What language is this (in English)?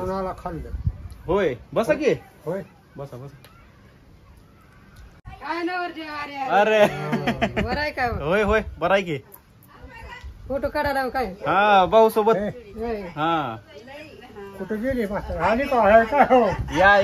Marathi